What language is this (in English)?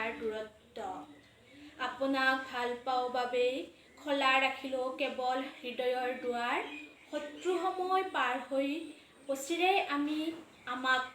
Assamese